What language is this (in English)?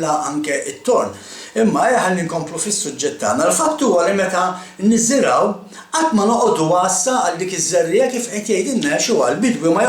Maltese